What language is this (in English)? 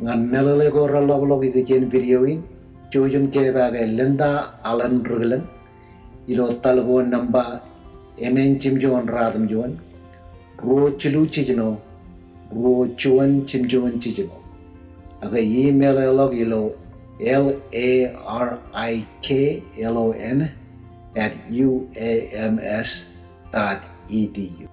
Marshallese